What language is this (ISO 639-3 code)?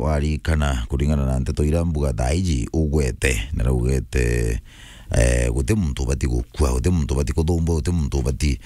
mer